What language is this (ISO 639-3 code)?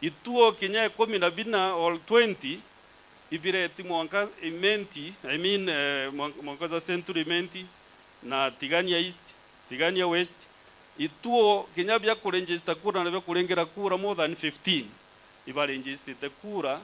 mer